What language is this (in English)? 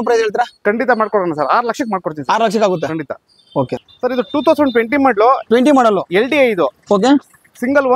Kannada